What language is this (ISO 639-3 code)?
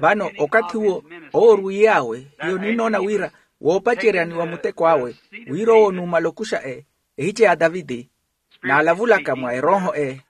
vmw